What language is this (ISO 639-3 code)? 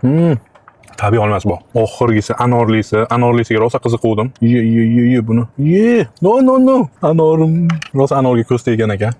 uzb